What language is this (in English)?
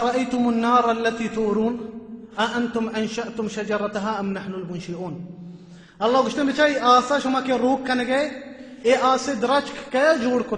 Baluchi